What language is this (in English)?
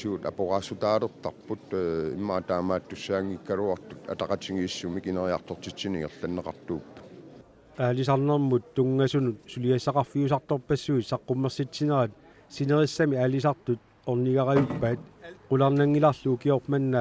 Kalaallisut